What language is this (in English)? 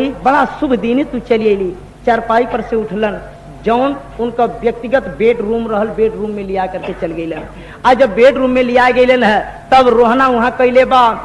Bhojpuri